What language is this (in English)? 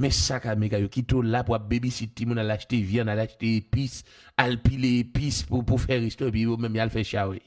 Haitian Creole